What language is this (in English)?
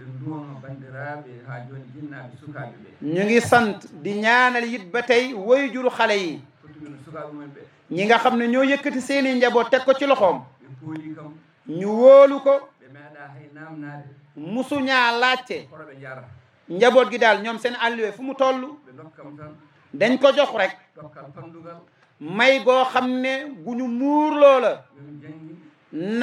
Fula